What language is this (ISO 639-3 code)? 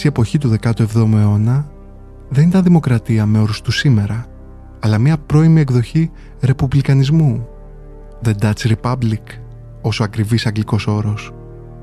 ell